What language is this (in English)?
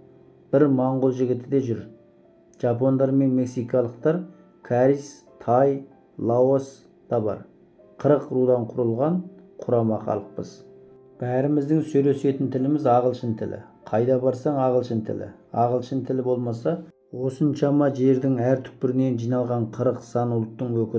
Kazakh